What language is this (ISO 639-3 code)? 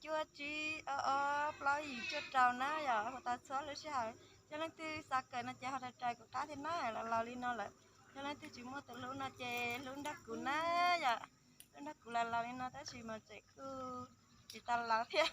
hmn